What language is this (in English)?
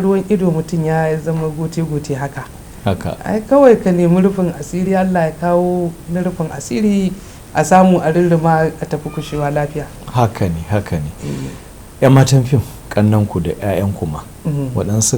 Hausa